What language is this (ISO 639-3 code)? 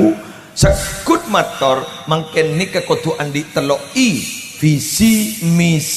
mad